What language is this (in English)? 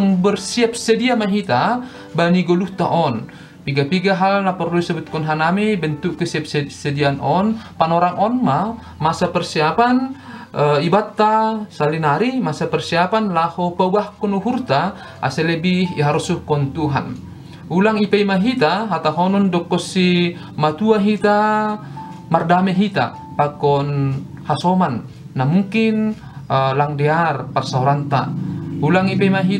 Batak Simalungun